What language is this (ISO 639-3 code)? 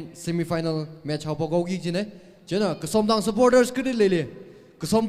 nmf